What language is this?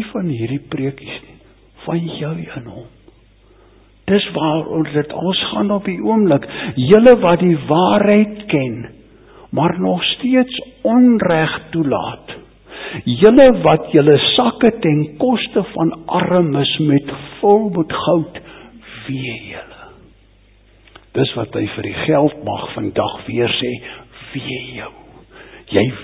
Afrikaans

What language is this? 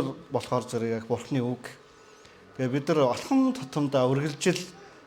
Mongolian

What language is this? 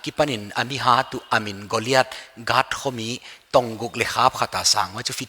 Paite Chin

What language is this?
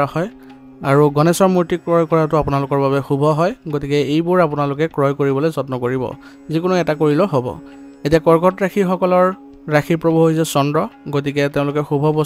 Assamese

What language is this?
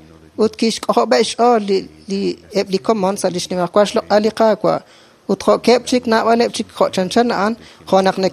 Kekchí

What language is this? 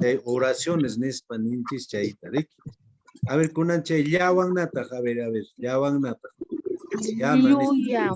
Quechua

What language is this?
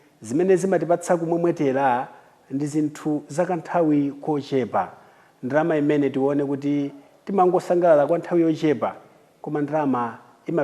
Nyanja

